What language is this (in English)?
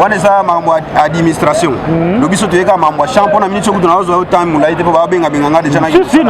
Lingala